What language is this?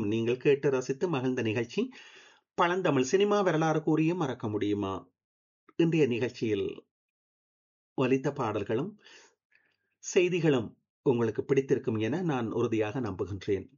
Tamil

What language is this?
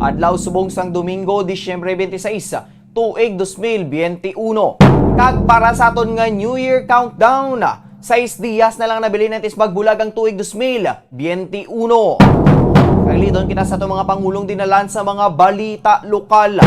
Hiligaynon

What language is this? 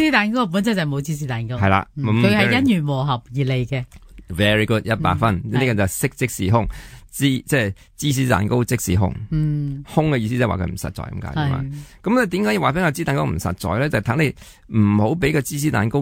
Cantonese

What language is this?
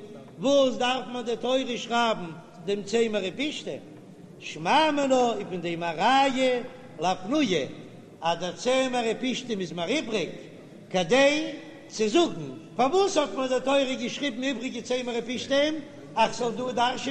Yiddish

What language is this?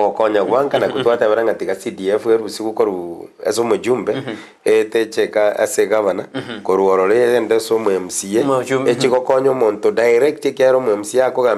Gusii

